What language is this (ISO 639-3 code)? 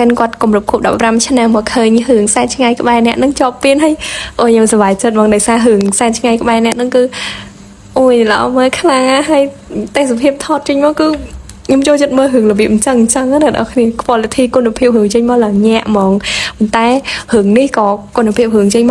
khm